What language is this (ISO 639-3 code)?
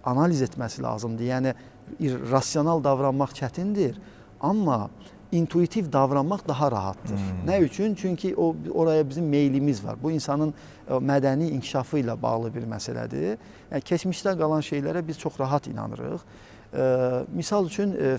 aze